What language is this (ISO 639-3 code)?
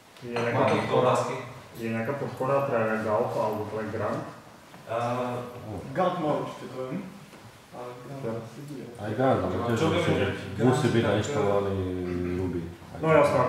slk